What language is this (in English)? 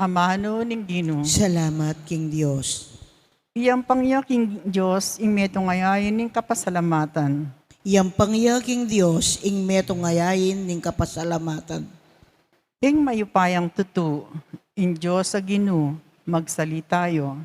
Pampanga